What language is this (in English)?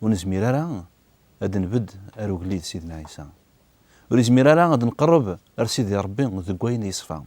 Kabyle